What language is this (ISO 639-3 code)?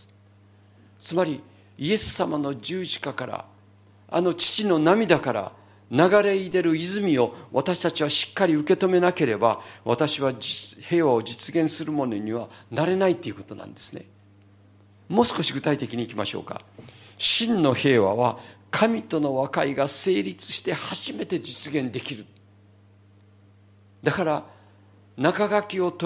jpn